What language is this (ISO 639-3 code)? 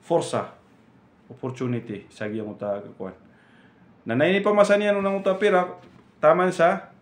mrw